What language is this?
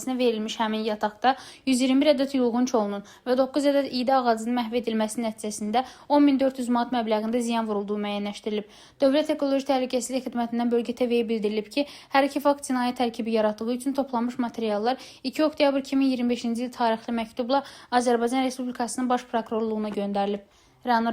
Azerbaijani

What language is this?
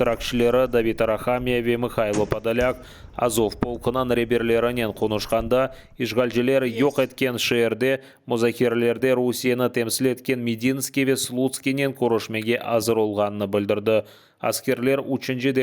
Crimean Tatar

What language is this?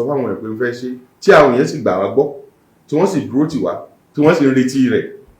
Yoruba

